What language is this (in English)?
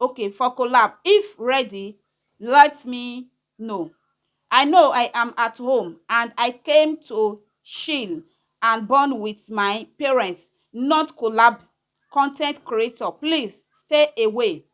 Nigerian Pidgin